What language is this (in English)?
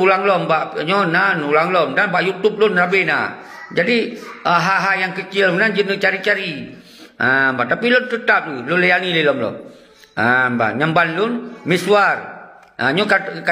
Achinese